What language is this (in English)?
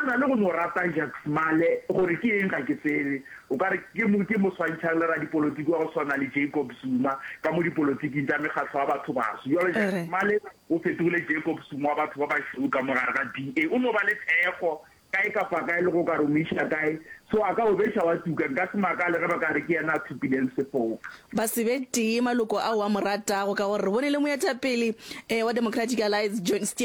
Northern Sotho